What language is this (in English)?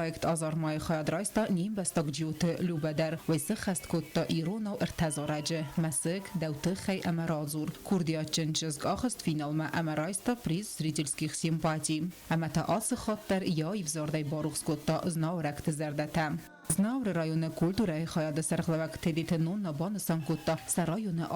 Ossetic